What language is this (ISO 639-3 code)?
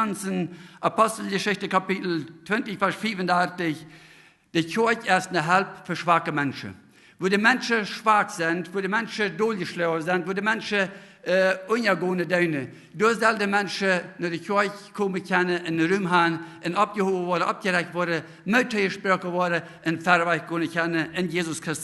pdt